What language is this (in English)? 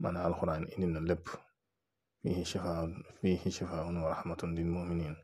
Wolof